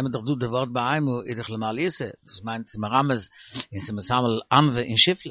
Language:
Yiddish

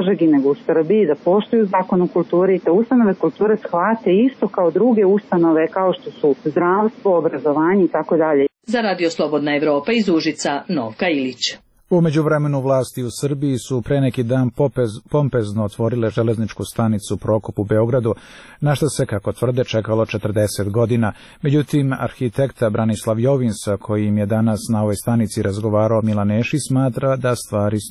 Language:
Serbian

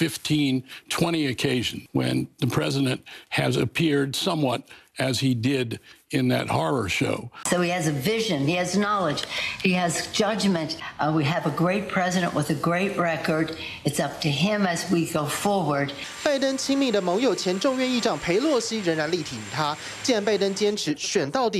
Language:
Chinese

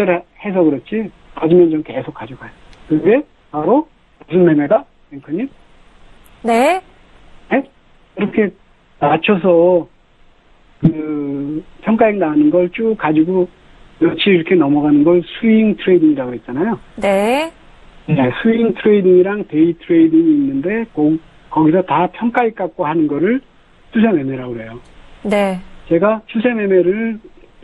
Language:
Korean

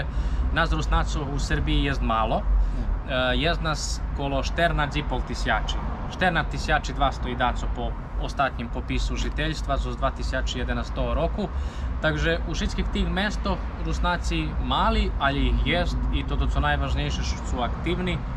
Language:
Rusyn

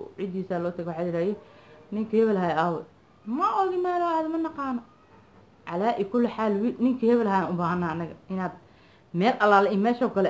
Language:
Somali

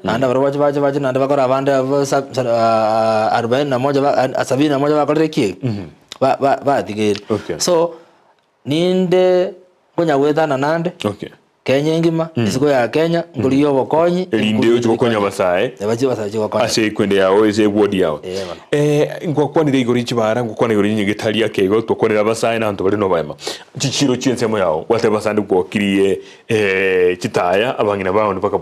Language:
Gusii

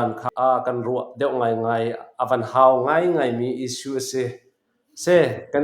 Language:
Hakha Chin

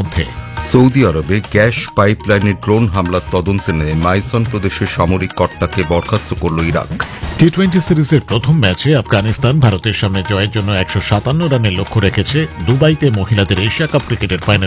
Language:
Bangla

